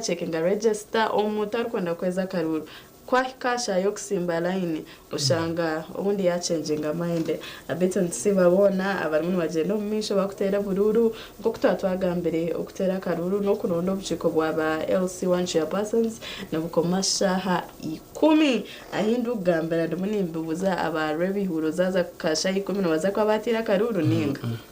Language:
Nyankole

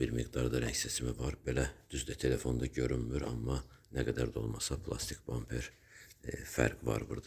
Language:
Azerbaijani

